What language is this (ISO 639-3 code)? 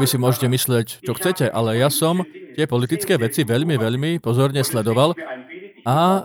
slk